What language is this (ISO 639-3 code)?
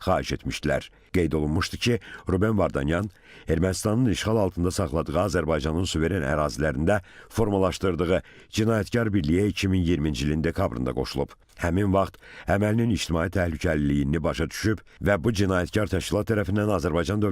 aze